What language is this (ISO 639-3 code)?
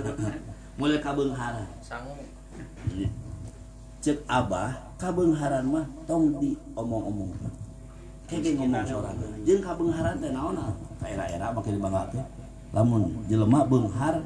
sun